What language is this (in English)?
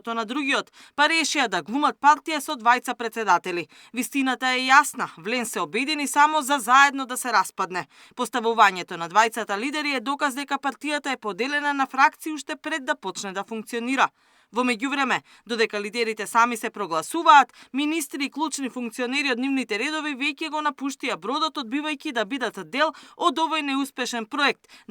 Macedonian